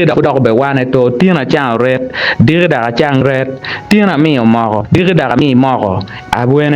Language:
Acoli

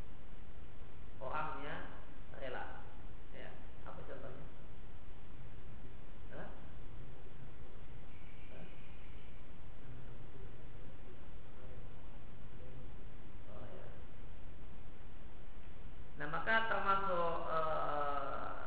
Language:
Indonesian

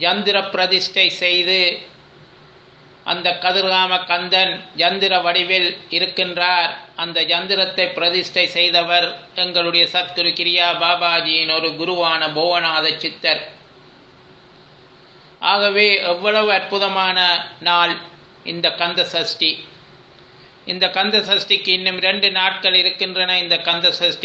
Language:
Tamil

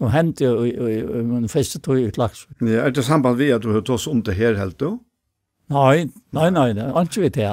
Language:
Faroese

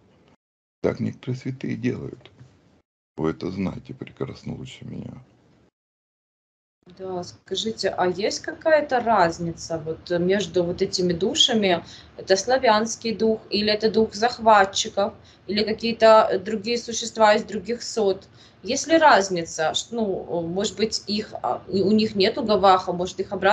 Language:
Russian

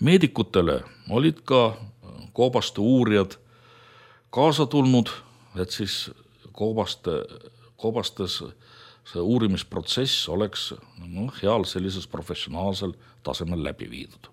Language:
Estonian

